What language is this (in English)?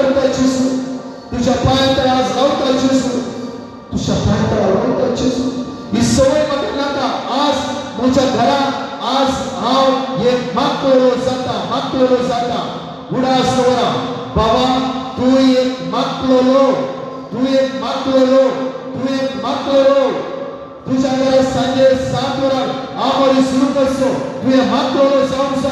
Konkani